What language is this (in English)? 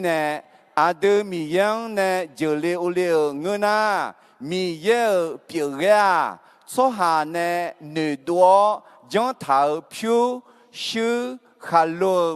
Akha